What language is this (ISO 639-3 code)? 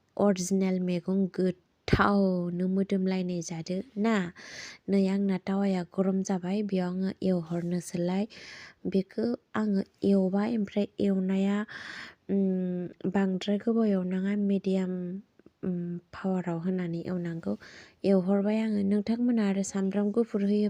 brx